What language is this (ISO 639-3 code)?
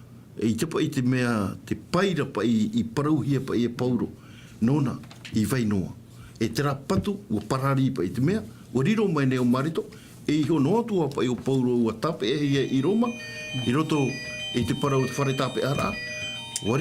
tah